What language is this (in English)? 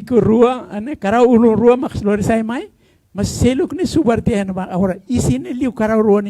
Tetum